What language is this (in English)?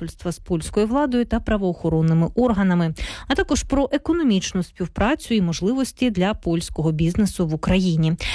Ukrainian